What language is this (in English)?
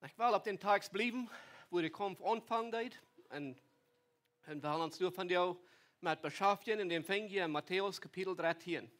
Plautdietsch